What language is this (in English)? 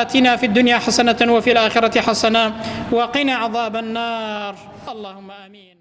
Central Kurdish